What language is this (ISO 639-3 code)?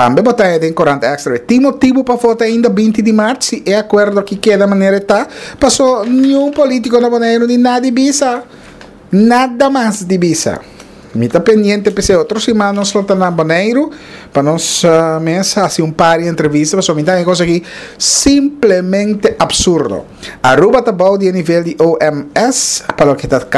pap